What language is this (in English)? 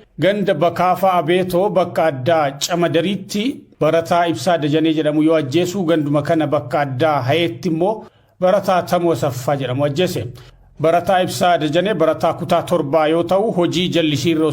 Oromo